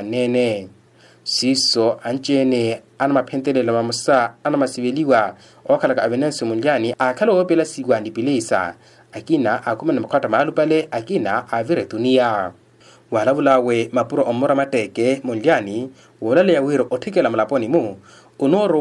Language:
Makhuwa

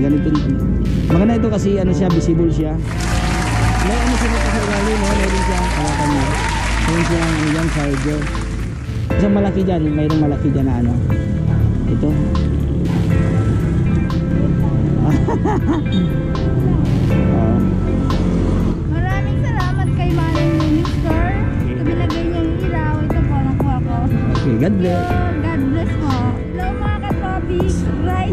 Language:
Filipino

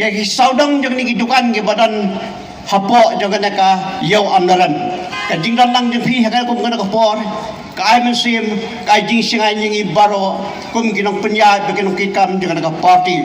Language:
Khasi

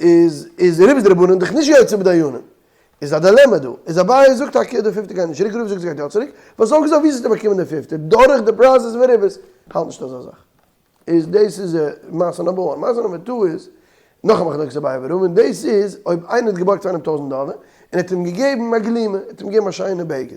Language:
Yiddish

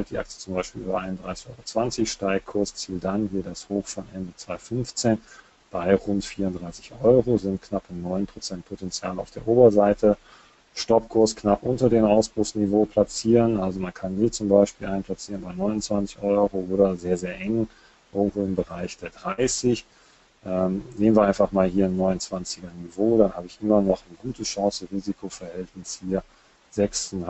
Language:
German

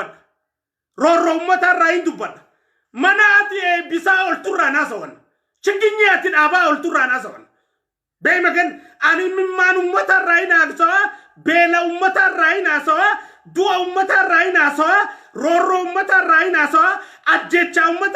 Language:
Oromo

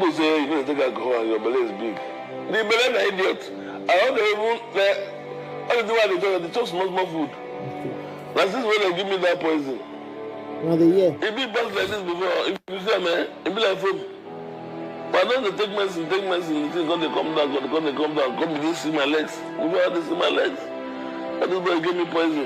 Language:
Nigerian Pidgin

